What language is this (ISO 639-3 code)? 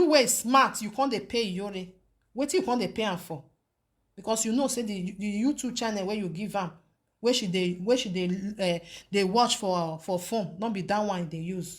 pcm